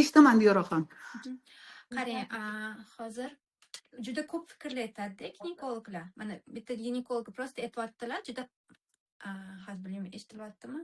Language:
Uzbek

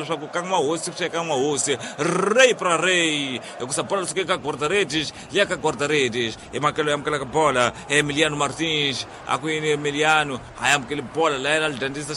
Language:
Tsonga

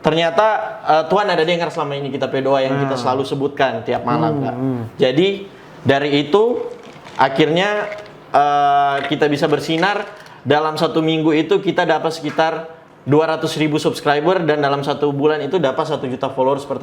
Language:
Manado Malay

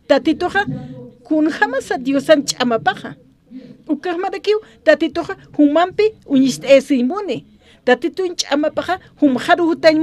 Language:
Aymara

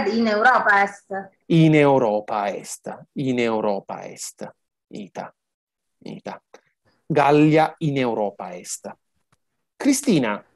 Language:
Latin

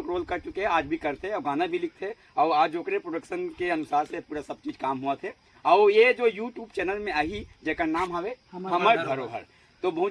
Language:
Chhattisgarhi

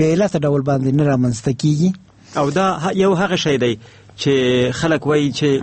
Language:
Pashto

